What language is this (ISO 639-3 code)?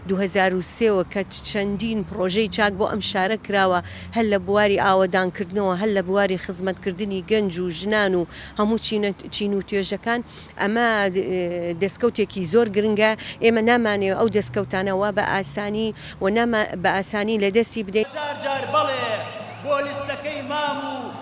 ckb